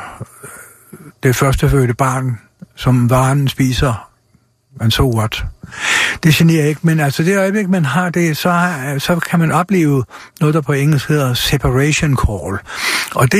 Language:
Danish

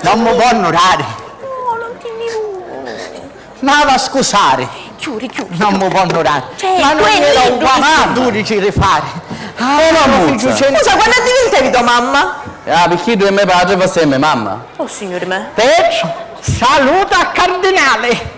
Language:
Sicilian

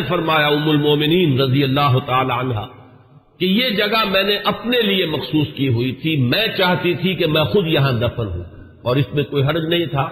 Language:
Urdu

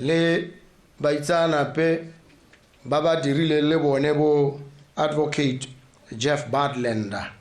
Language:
Tswana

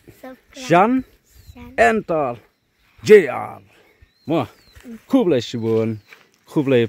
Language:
Khasi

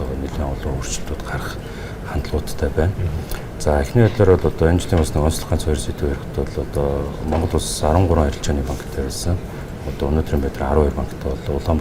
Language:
Mongolian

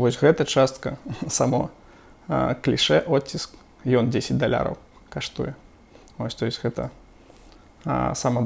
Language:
Belarusian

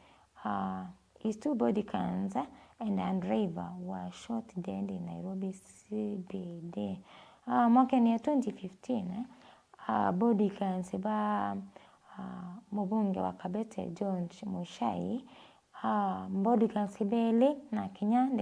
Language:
Meru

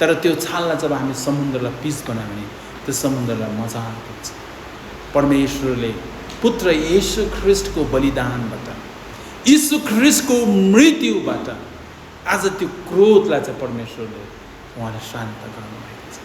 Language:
Nepali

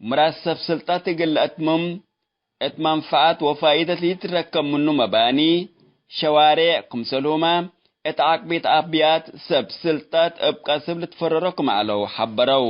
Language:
Tigre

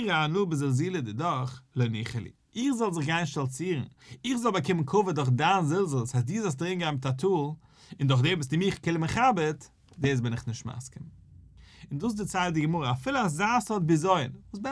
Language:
Yiddish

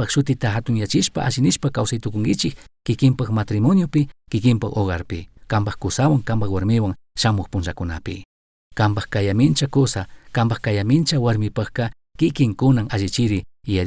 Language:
Chimborazo Highland Quichua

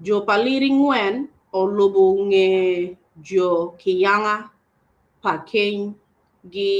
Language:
Acoli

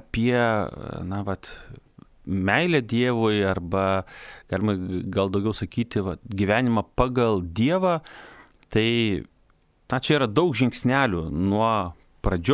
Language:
Lithuanian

